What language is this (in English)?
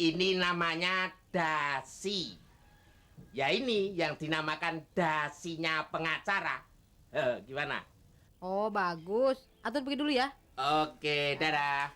Betawi